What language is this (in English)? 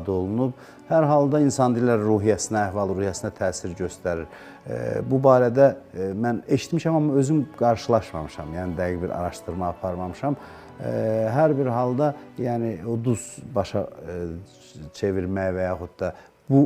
Azerbaijani